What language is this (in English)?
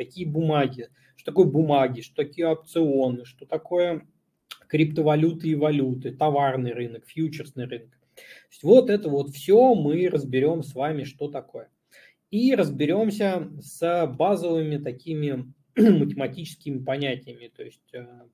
Russian